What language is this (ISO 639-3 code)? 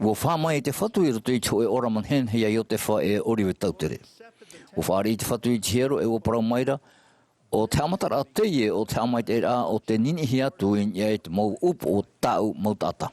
tah